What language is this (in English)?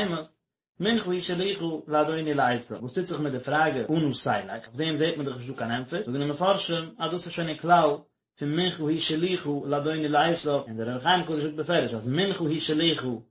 Yiddish